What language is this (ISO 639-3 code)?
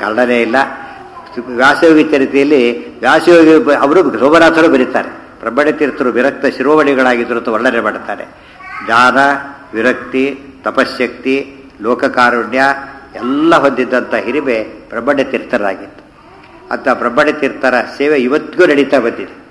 kan